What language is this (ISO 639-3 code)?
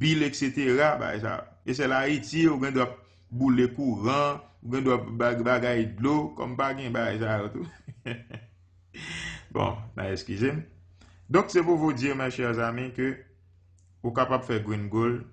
hat